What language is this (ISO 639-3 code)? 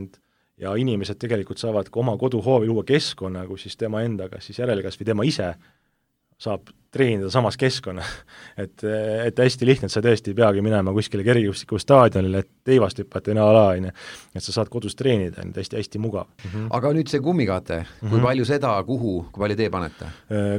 est